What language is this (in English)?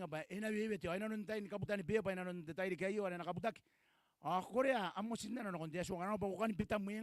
Gilbertese